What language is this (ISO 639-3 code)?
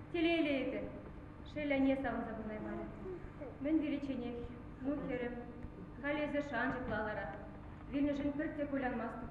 chv